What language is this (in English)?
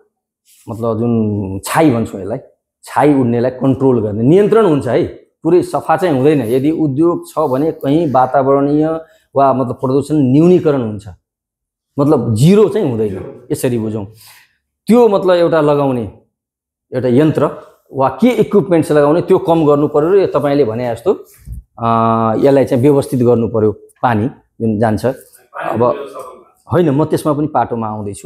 Nepali